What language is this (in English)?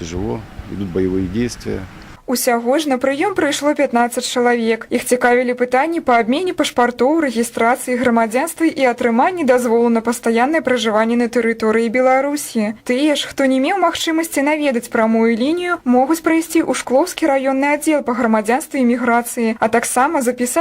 Belarusian